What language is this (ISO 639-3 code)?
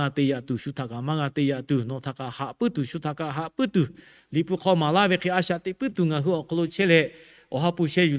lhu